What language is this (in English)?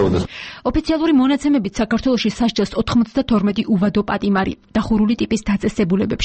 Georgian